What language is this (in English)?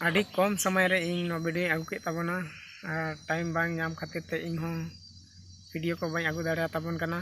Santali